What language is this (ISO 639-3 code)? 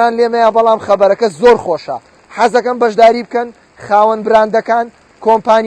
ckb